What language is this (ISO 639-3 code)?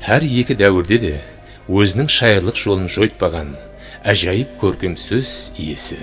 kaa